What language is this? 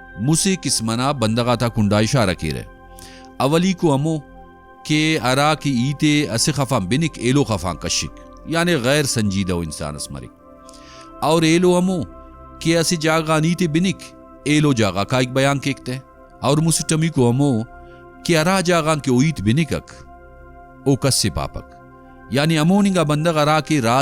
Brahui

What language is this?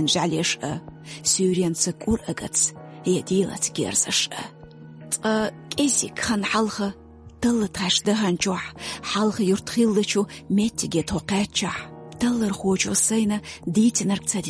Chechen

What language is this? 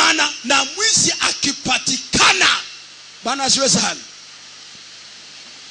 Swahili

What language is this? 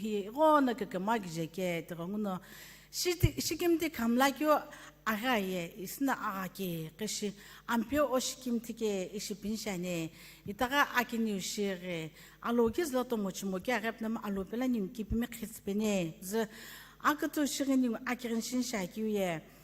Sumi Naga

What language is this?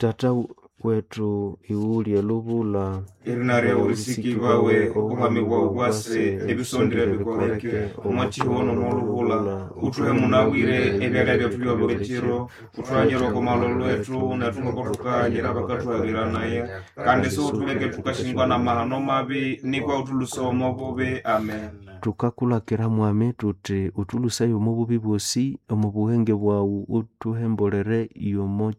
Nande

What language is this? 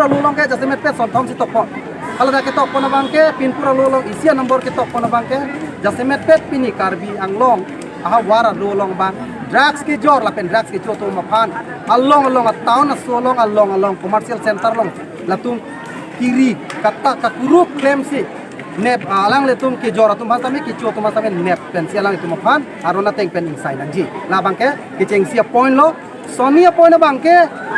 Karbi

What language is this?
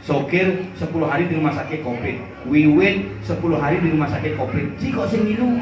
Balinese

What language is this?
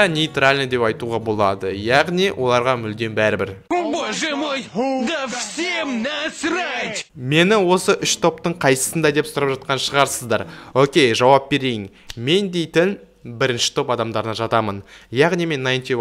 Kazakh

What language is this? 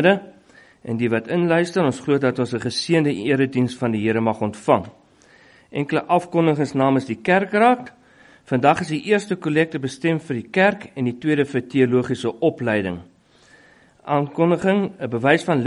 Afrikaans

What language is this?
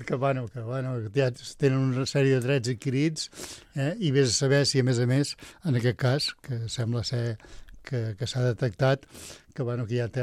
Catalan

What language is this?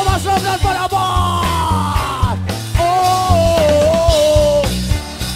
Indonesian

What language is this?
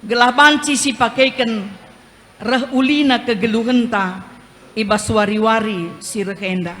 Batak Karo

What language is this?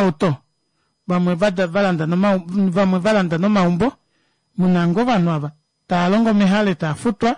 Kuanyama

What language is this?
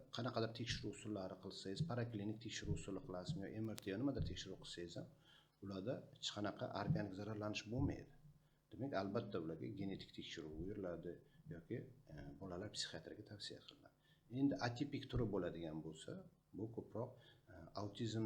Uzbek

